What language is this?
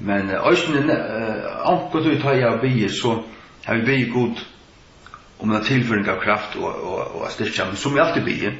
Faroese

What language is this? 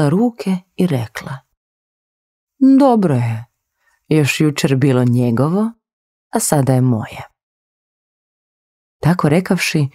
Croatian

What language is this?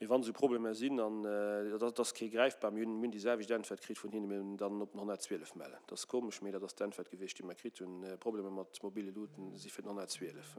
Luxembourgish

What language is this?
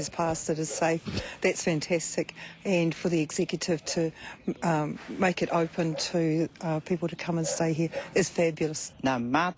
Māori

